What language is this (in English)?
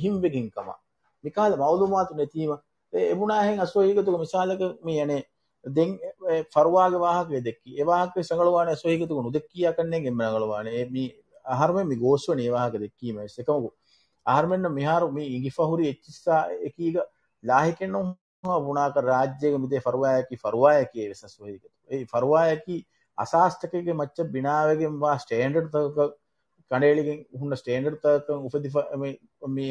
Divehi